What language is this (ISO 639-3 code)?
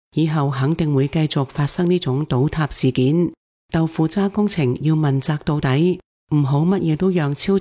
yue